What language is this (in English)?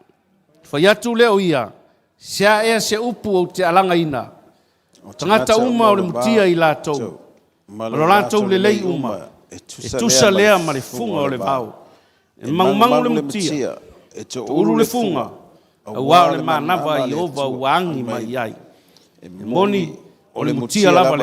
Samoan